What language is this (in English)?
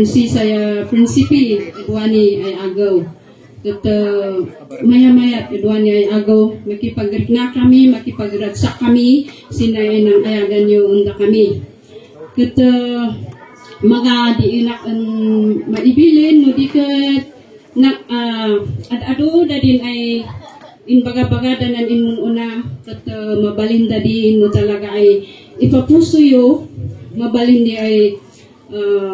Kankanaey